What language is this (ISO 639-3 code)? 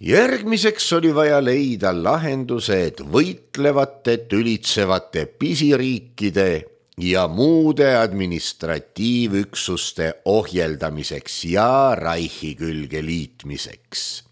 est